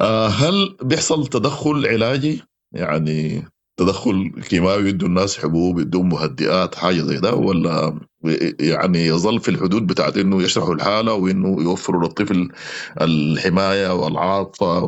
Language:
Sudanese Arabic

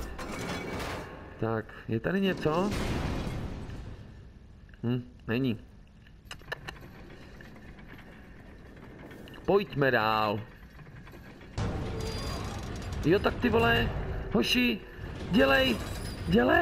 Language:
Czech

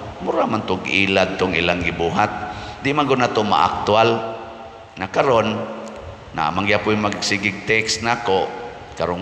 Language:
Cebuano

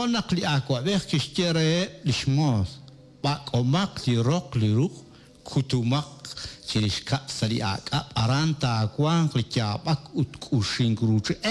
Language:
Kekchí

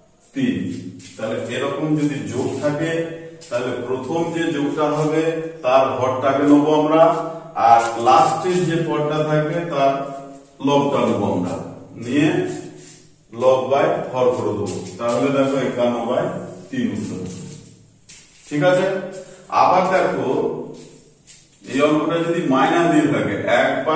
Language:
Bangla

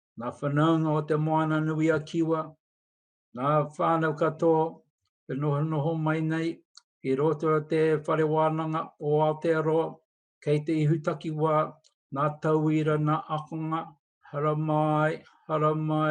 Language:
Māori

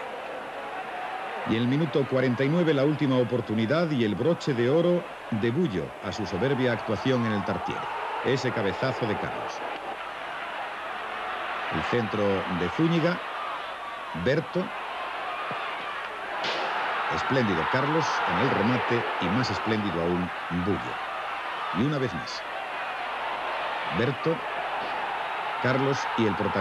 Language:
Spanish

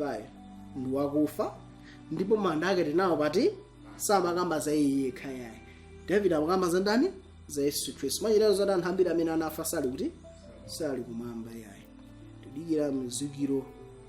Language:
Nyanja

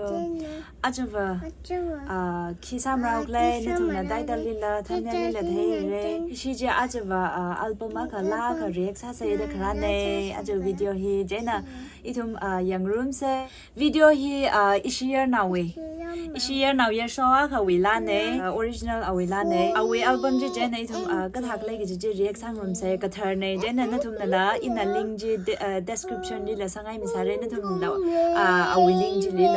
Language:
Tangkhul Naga (India)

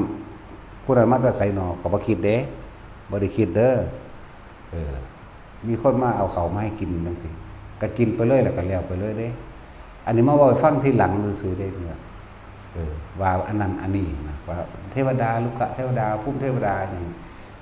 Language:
Northeastern Thai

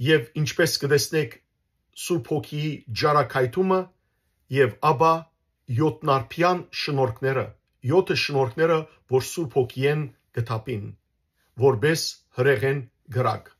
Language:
Western Armenian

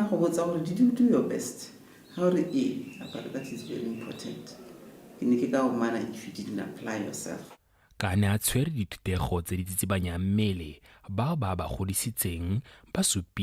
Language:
Tswana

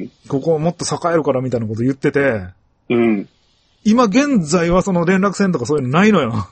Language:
Japanese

